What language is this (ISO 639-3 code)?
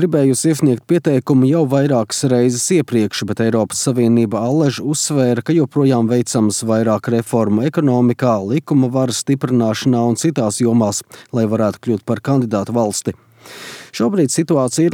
lav